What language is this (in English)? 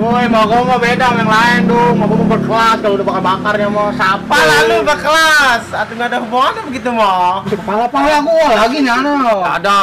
Betawi